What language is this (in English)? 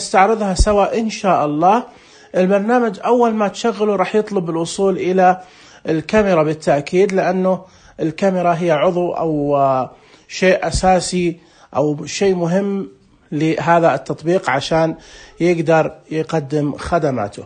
Najdi Arabic